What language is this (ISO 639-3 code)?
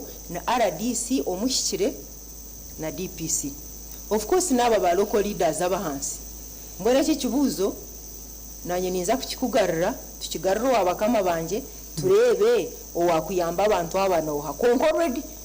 nyn